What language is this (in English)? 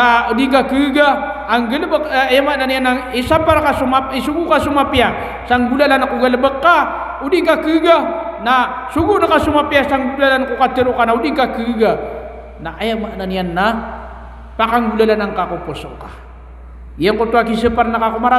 Maranao